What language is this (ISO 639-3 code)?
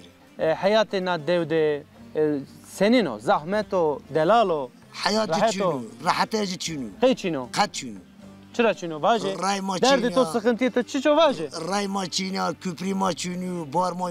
zza